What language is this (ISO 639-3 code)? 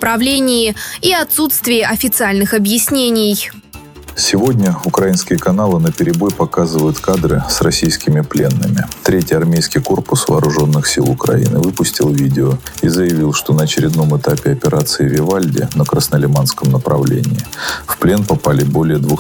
rus